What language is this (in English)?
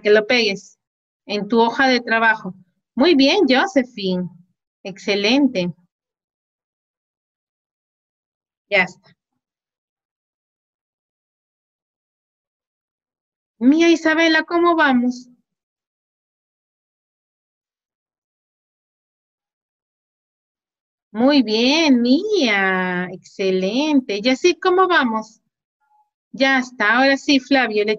Spanish